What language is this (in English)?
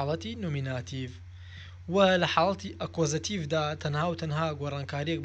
Central Kurdish